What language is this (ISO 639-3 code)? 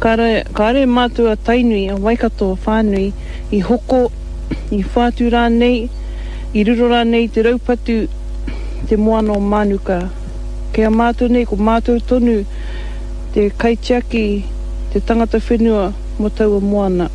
mri